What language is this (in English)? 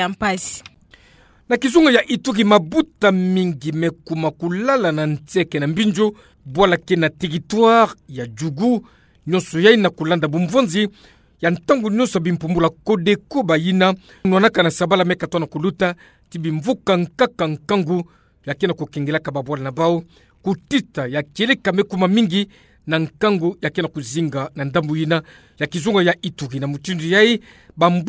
Kituba (Democratic Republic of Congo)